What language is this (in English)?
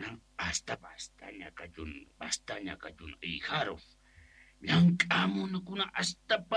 South Bolivian Quechua